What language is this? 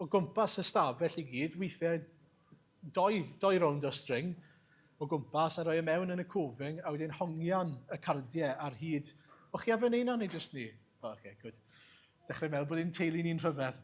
Welsh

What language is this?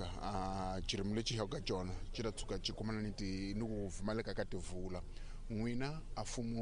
Tsonga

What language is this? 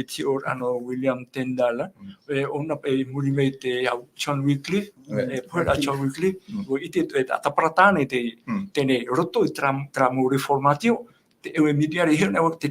Tahitian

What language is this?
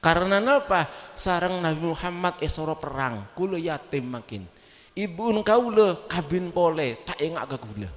Madurese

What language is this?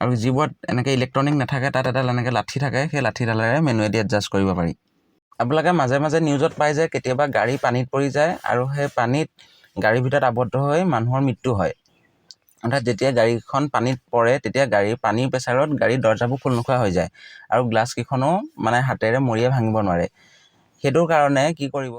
Assamese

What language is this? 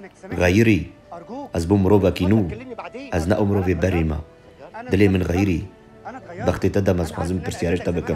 Kurdish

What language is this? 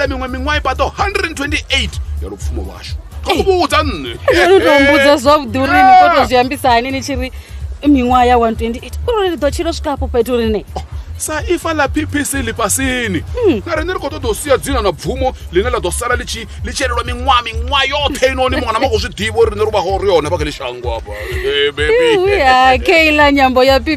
Venda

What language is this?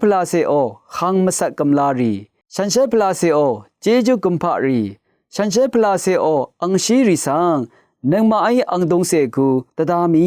Rawang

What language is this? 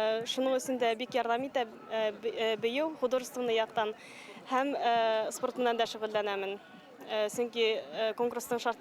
Bashkir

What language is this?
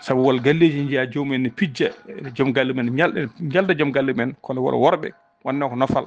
Fula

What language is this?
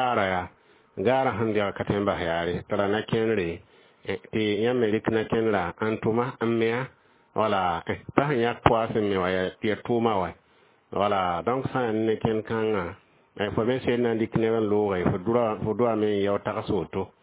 Mossi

